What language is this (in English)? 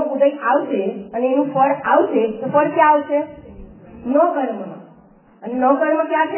Gujarati